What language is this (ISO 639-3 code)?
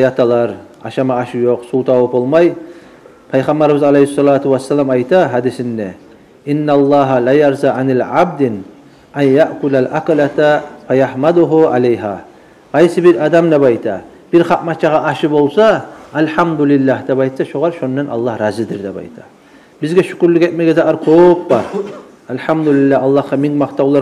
kum